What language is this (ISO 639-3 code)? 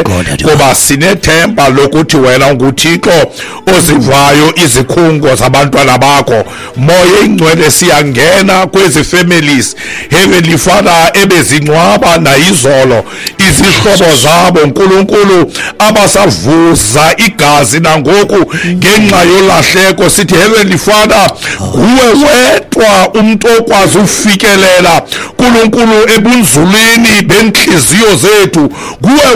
xho